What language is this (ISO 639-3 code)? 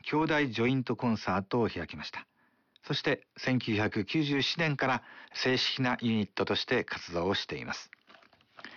jpn